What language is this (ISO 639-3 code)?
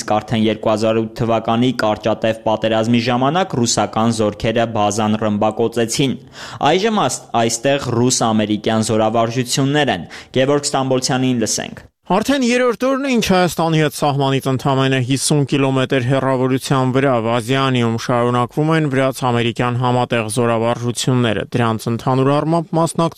hye